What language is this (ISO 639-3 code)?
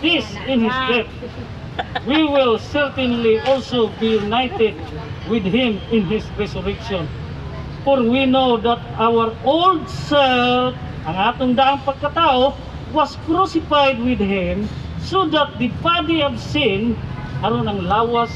ceb